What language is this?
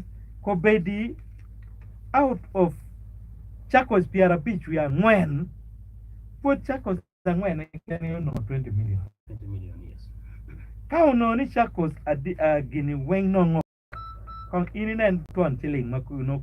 Acoli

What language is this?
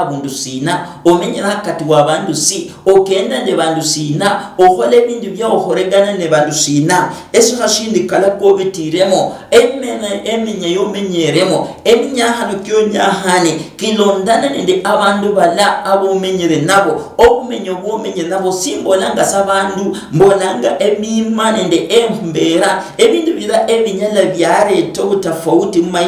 Luyia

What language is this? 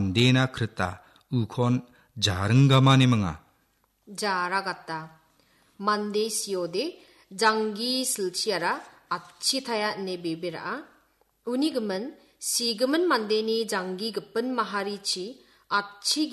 Garo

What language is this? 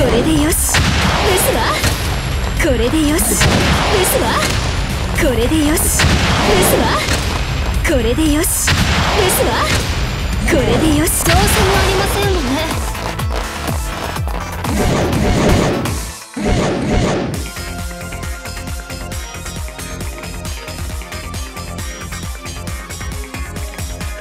Japanese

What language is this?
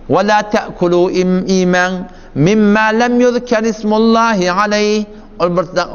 Turkmen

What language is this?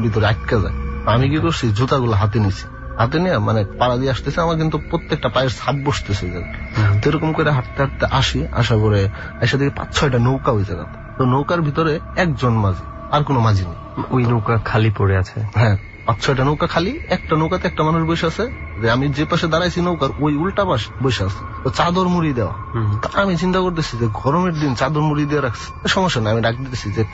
Bangla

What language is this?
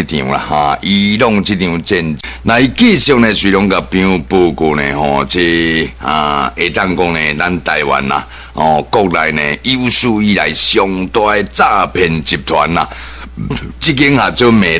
Min Nan Chinese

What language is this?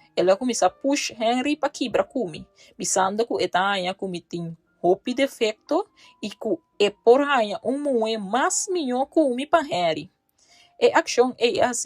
Papiamento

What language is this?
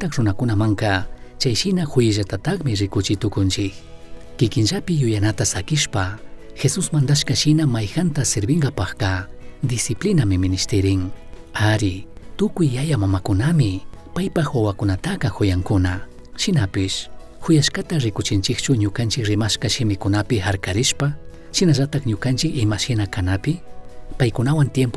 Chimborazo Highland Quichua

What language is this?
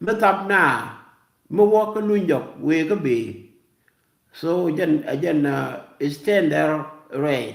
Nuer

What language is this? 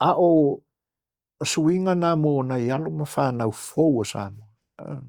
Samoan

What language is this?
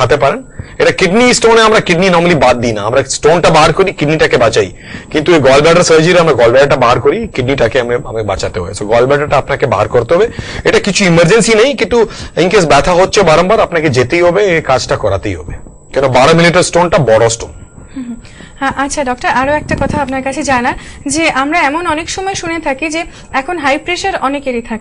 Bangla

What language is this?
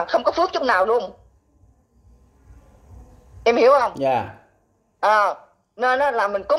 Vietnamese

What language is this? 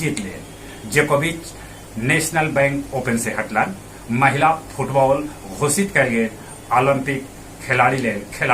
Magahi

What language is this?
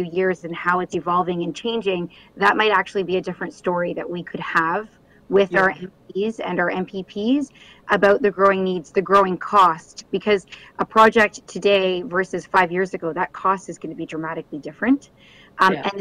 English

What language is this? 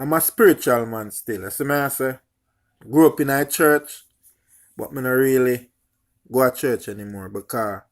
Jamaican Creole English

